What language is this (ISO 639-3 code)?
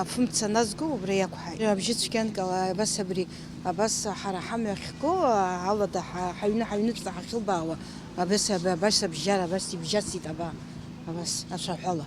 abk